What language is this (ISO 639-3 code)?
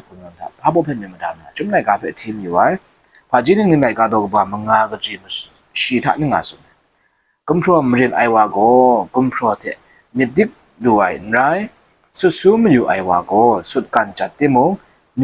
kac